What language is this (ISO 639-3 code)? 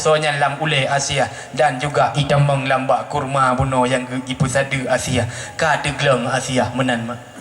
ace